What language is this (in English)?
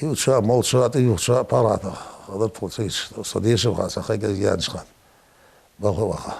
Ingush